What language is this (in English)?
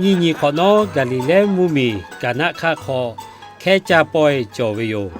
Lahu